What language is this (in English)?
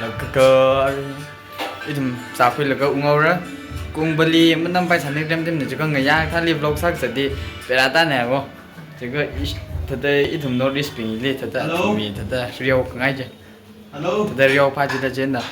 Tangkhul Naga (India)